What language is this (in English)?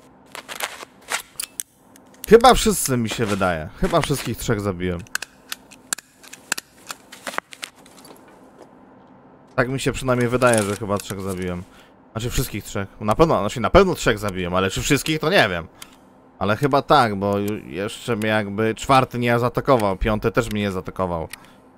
Polish